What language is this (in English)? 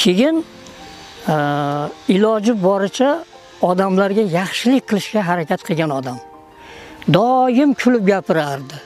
Uzbek